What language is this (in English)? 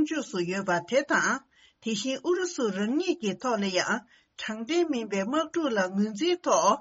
Tibetan